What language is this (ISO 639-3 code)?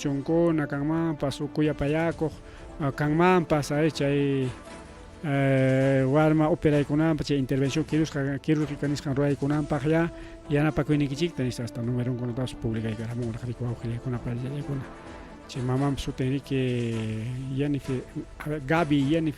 quy